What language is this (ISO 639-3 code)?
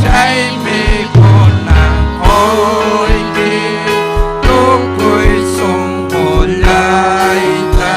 quy